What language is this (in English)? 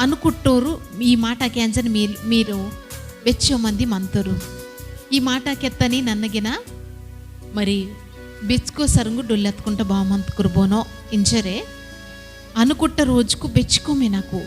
Koya